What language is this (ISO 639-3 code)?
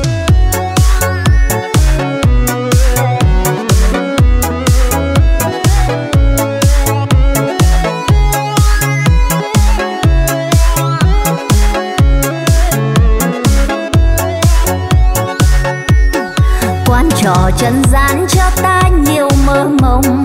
vie